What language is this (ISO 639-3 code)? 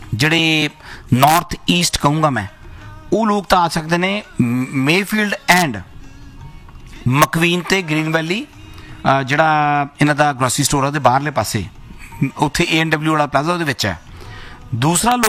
pan